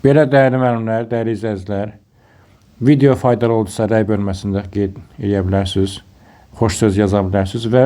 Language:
Azerbaijani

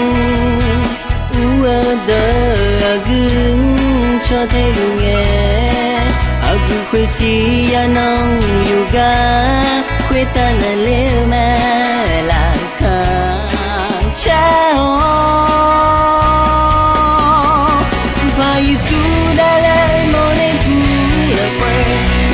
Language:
Akha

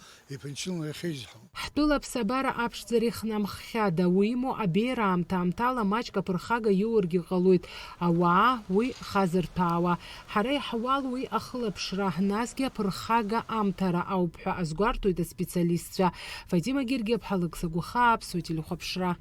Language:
Abkhazian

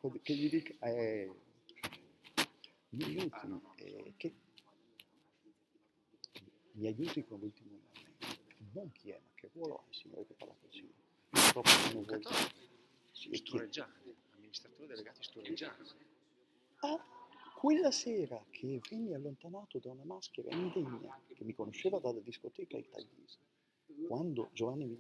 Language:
Italian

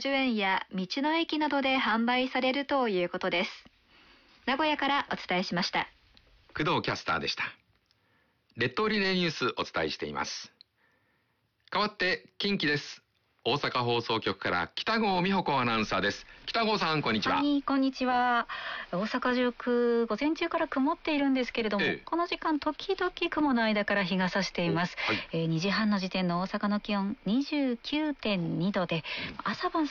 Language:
Japanese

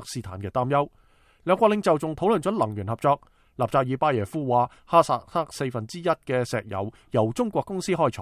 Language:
Cantonese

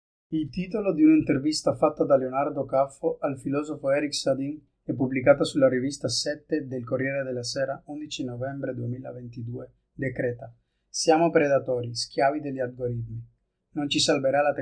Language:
Italian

